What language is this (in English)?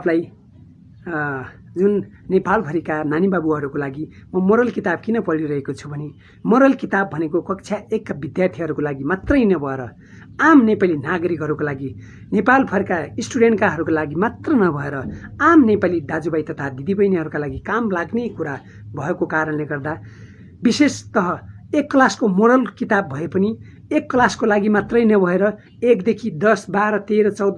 Nepali